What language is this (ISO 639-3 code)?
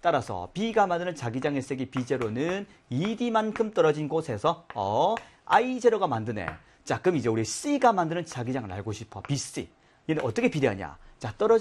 kor